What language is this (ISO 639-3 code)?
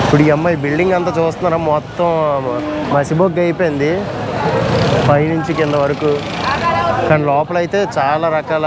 tel